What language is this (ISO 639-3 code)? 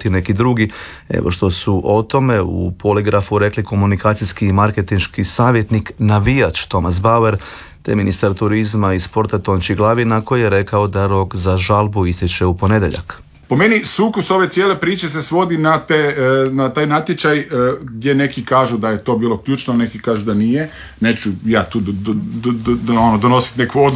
hrv